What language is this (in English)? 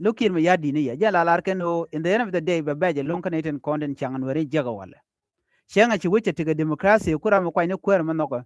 Nuer